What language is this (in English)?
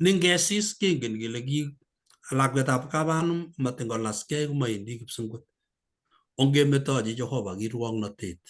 Kalenjin